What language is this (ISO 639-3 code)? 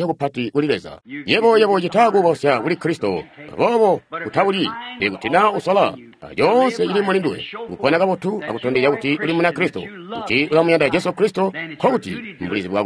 toi